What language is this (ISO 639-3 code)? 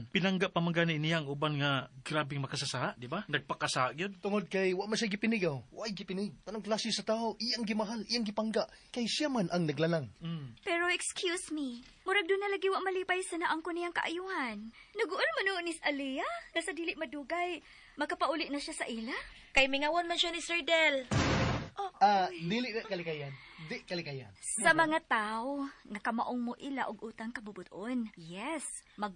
ceb